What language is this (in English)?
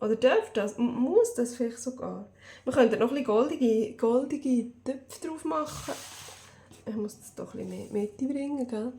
Swiss German